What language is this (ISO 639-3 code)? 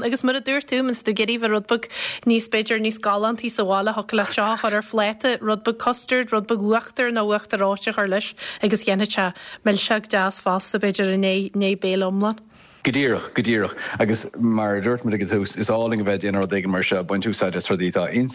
gle